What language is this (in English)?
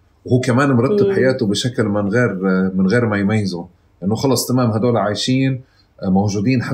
North Levantine Arabic